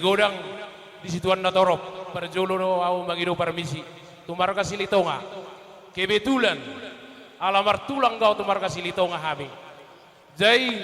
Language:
Batak Toba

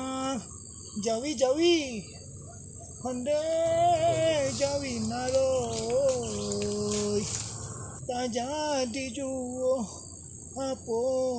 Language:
Minangkabau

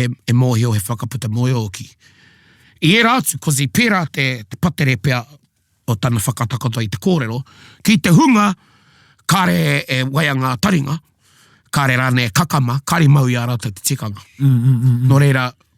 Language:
Māori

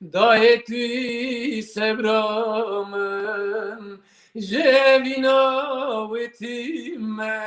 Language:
Kurdish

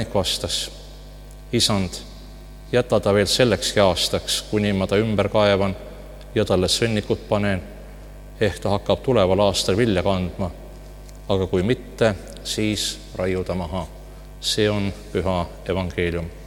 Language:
Estonian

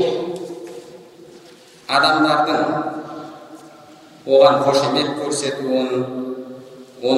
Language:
Kazakh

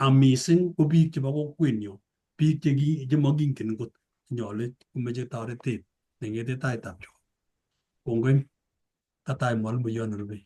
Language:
Kalenjin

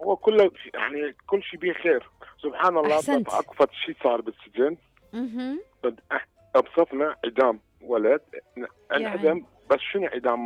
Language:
Mesopotamian Arabic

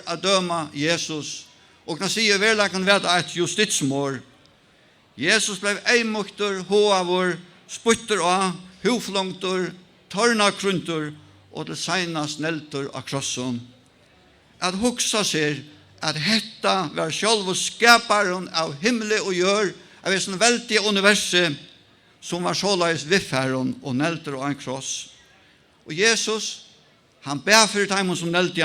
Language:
Faroese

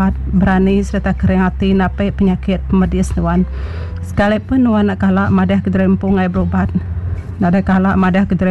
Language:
Iban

